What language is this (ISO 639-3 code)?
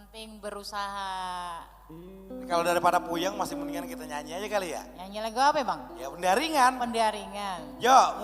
bew